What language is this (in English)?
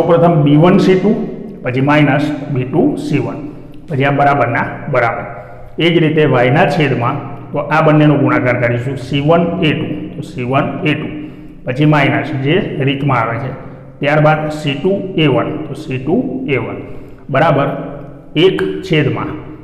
Gujarati